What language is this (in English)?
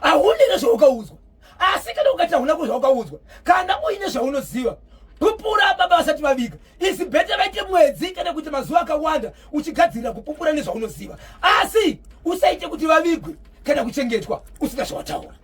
Shona